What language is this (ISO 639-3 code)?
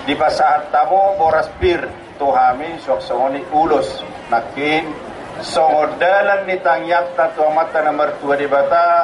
bbc